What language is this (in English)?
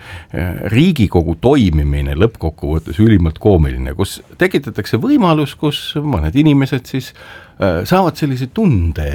Estonian